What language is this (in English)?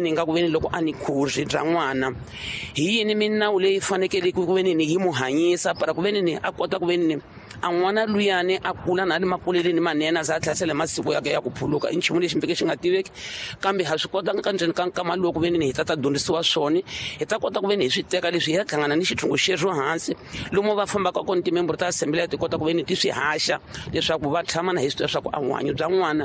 Tsonga